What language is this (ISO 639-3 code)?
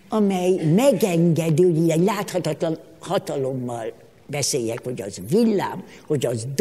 hun